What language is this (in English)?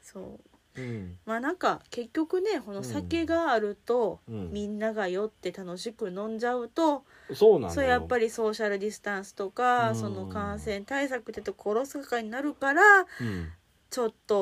Japanese